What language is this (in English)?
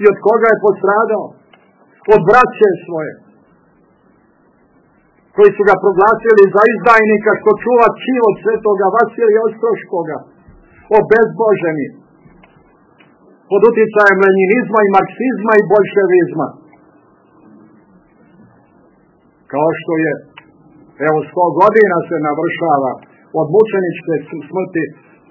Serbian